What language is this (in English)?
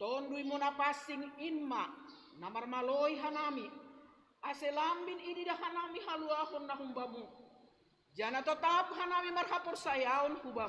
Batak Simalungun